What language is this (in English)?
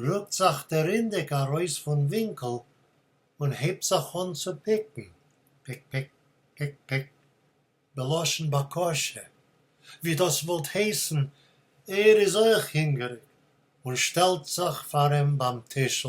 Yiddish